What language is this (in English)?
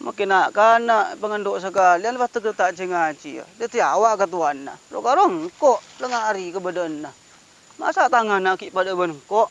Madurese